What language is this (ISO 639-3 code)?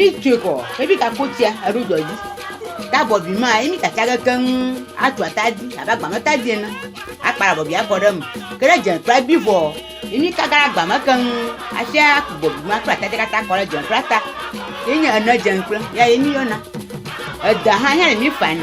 ewe